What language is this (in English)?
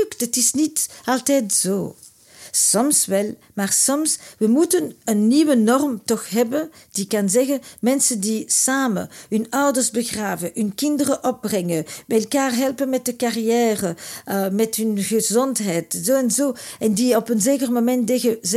Dutch